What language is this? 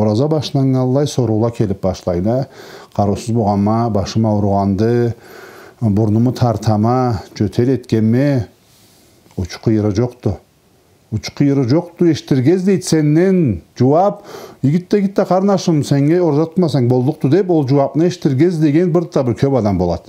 Karachay-Balkar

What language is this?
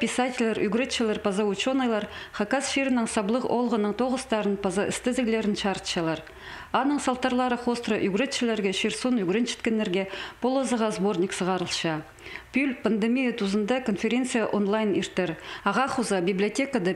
Khakas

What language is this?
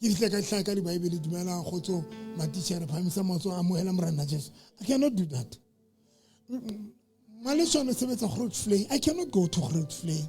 Southern Sotho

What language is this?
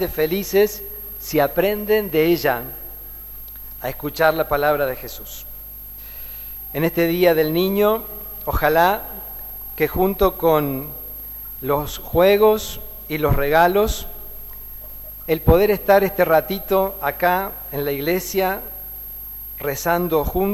Spanish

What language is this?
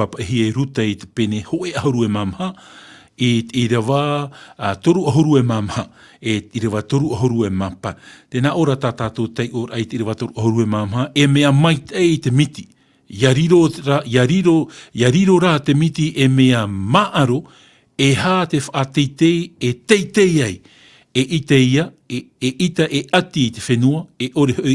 Tahitian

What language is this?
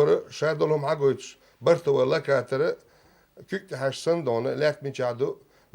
Chechen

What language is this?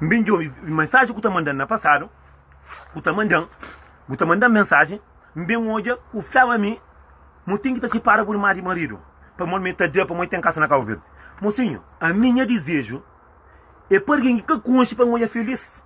Kabuverdianu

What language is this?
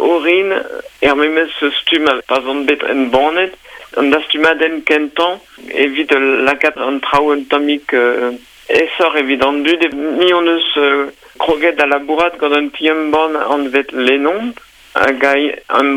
Breton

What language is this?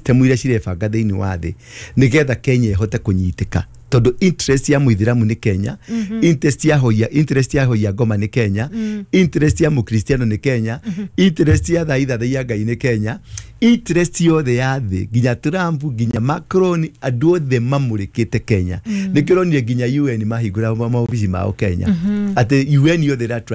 Kikuyu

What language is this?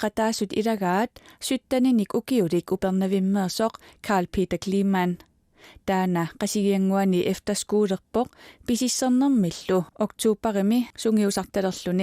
Kalaallisut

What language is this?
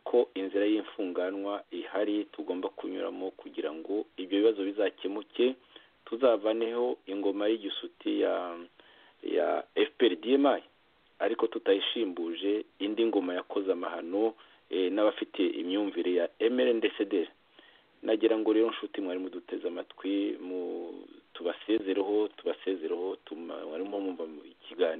Kinyarwanda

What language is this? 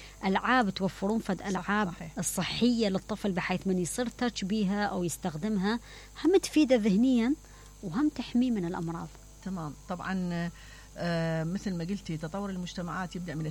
Mesopotamian Arabic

